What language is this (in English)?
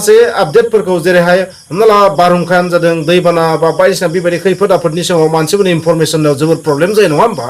Bodo